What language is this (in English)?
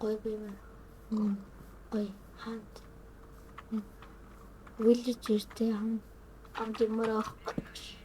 Mongolian